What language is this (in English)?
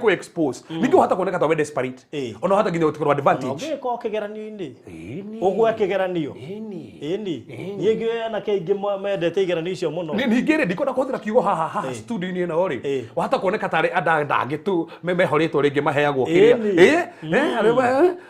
Kikuyu